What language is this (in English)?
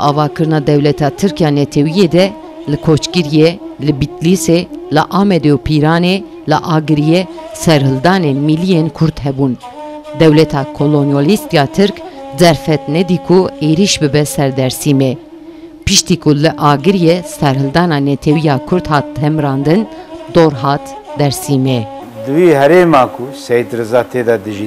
Kurdish